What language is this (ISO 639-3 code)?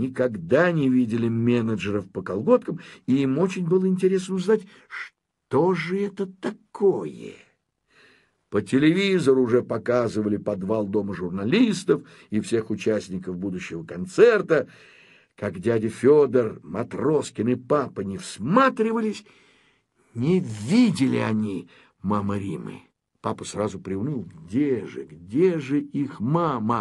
rus